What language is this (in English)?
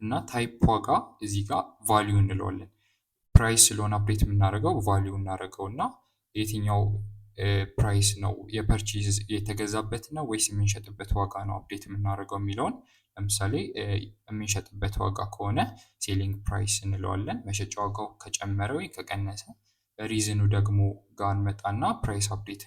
Amharic